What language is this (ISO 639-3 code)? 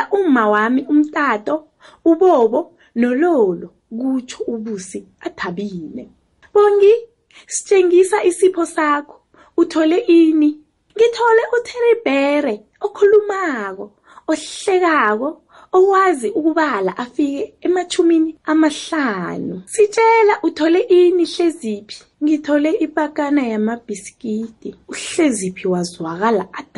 nbl